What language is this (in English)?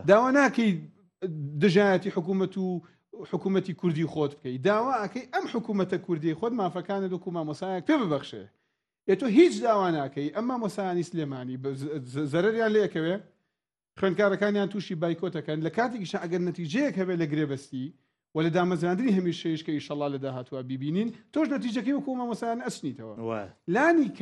Central Kurdish